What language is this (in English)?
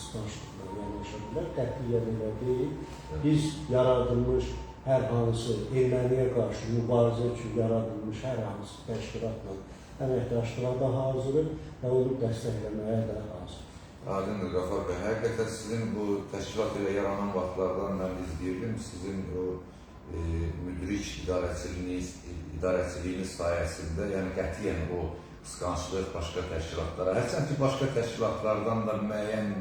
Azerbaijani